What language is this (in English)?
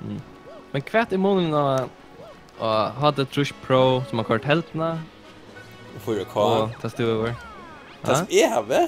Faroese